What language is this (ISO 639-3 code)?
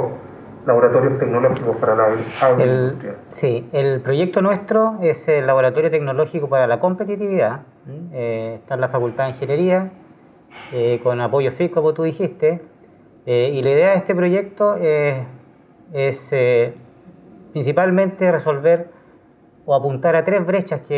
spa